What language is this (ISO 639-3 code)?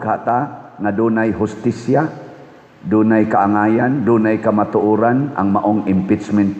ceb